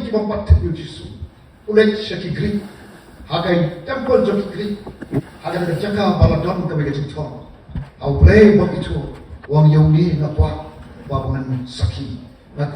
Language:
Khasi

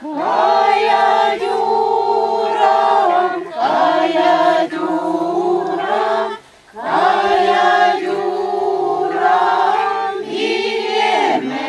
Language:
Chuvash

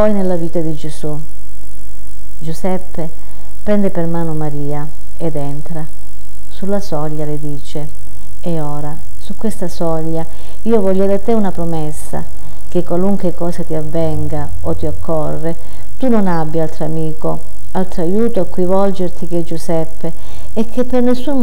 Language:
Italian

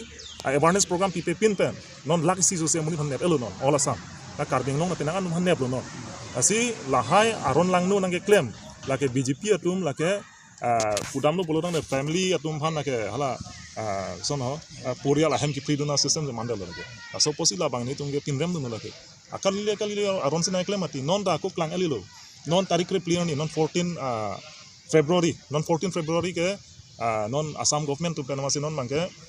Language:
Karbi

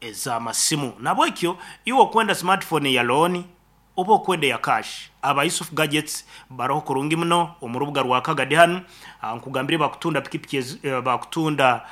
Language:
Nyankole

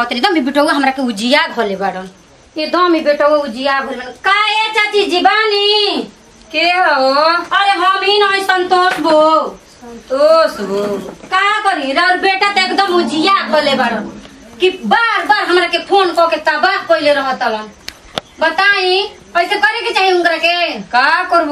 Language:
Bhojpuri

